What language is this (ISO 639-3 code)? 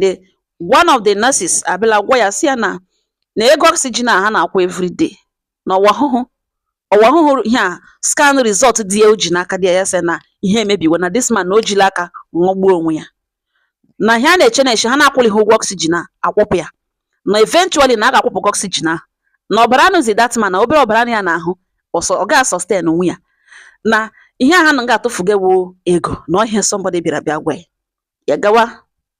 ibo